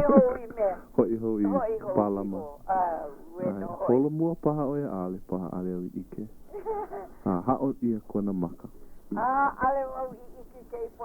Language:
Hawaiian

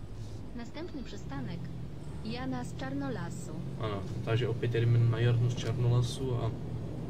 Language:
Czech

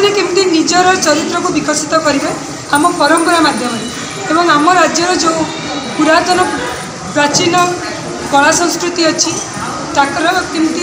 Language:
Odia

